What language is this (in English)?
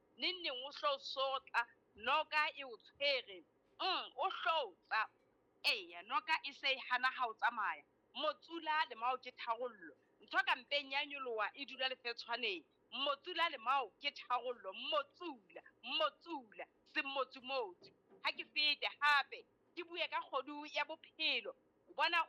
Southern Sotho